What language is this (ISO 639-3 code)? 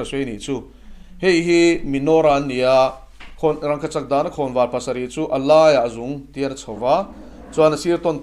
lus